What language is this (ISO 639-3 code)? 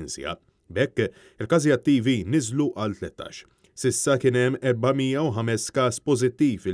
mlt